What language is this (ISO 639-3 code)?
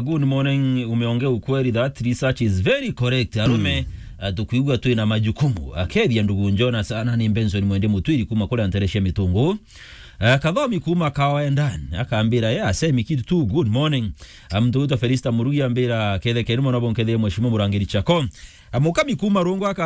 mer